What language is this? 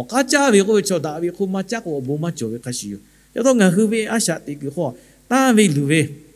Lahu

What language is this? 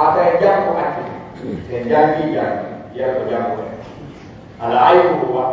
Pular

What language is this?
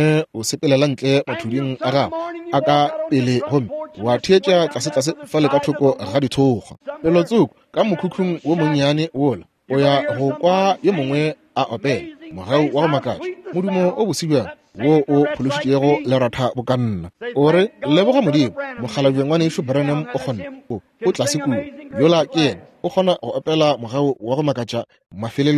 Northern Sotho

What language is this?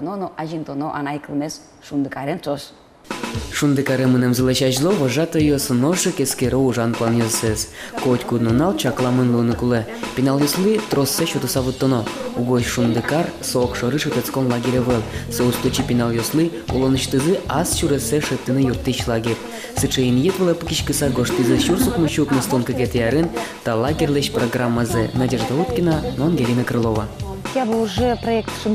Udmurt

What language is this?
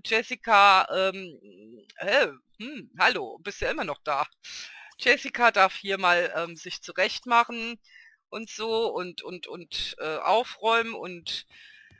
German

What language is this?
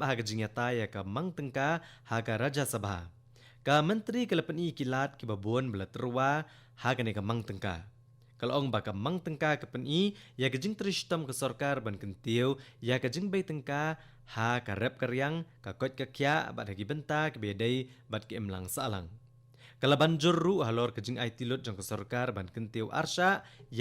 Khasi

